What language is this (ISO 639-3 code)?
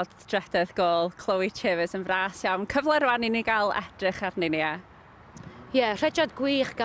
cym